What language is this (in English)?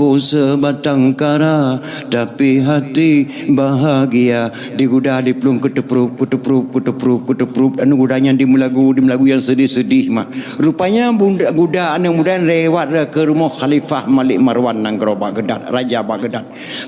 Achinese